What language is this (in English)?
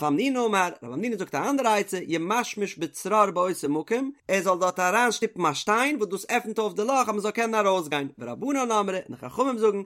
Yiddish